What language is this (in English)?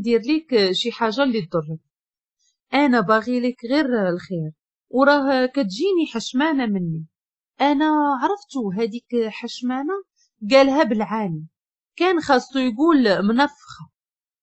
Moroccan Arabic